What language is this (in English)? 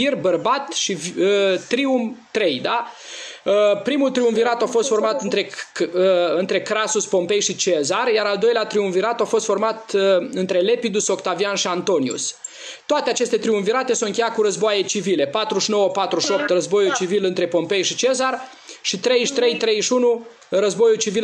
Romanian